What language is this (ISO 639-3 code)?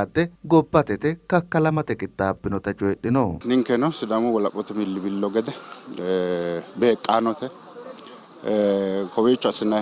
sid